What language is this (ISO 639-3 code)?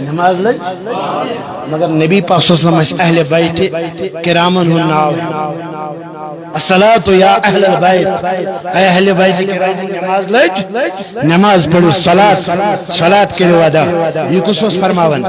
kas